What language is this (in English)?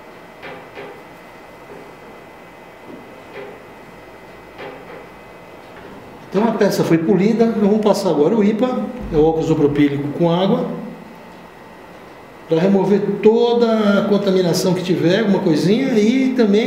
Portuguese